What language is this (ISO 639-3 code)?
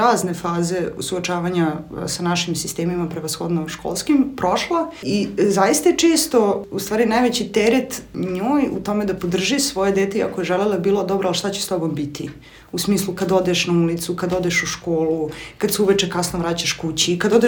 srp